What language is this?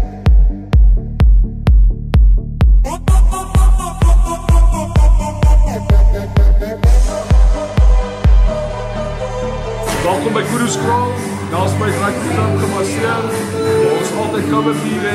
Afrikaans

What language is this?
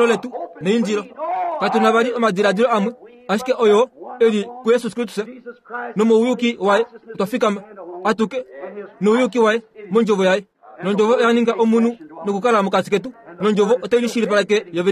Kuanyama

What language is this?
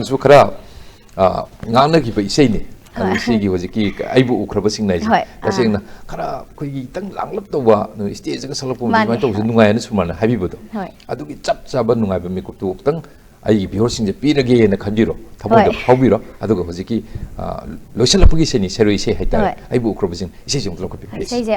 Manipuri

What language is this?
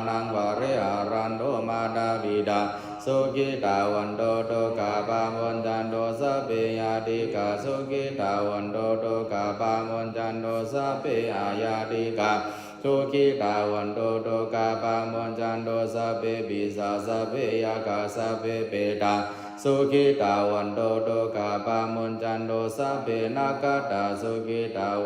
Pali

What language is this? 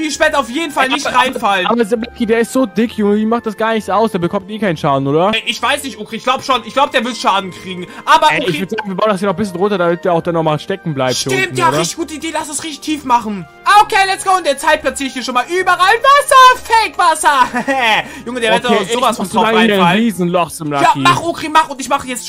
German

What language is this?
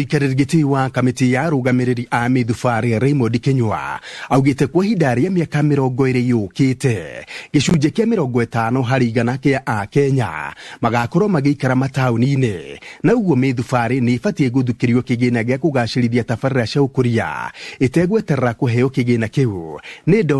Kikuyu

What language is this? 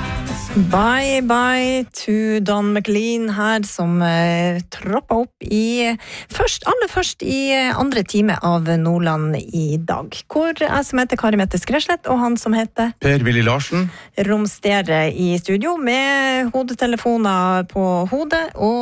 Norwegian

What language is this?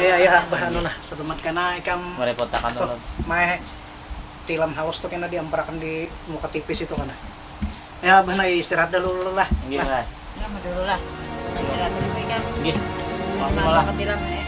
Banjar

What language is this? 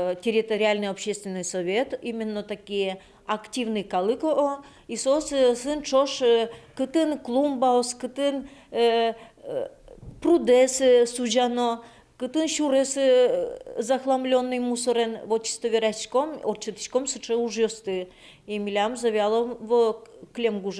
Udmurt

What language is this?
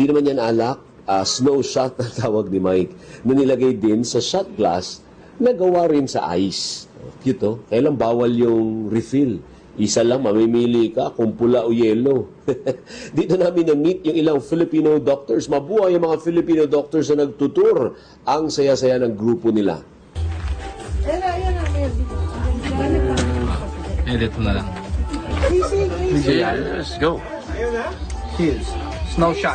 Filipino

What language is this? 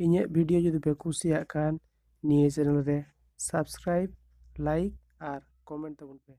Santali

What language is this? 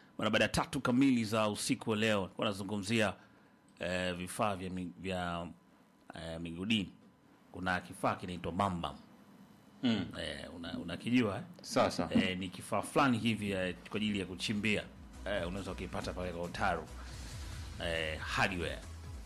Swahili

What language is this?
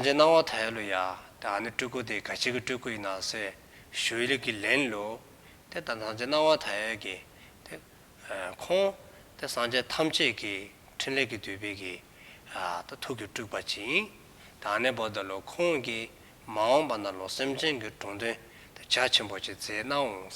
Dzongkha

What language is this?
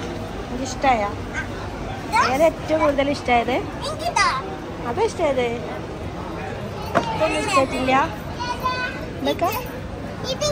Malayalam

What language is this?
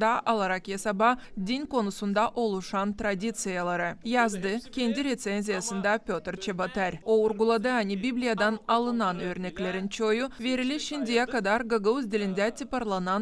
Gagauz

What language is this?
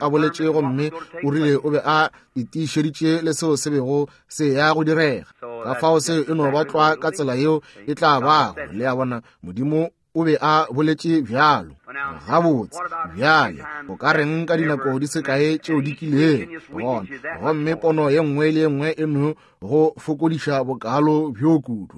Northern Sotho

